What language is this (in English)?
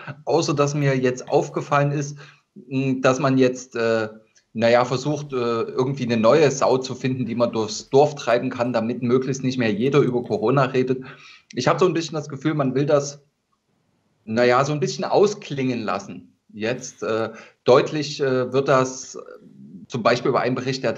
German